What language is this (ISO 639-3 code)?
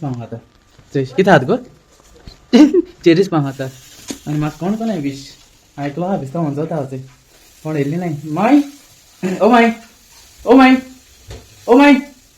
kok